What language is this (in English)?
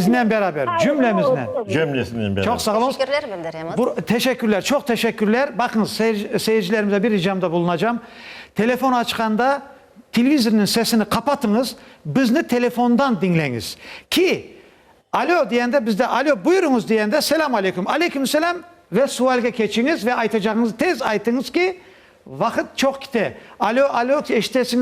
Crimean Tatar